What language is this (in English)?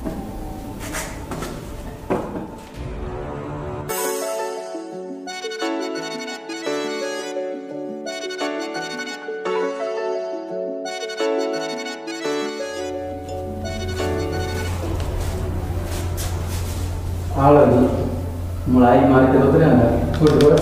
Punjabi